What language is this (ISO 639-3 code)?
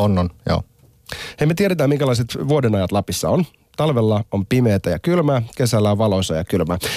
fin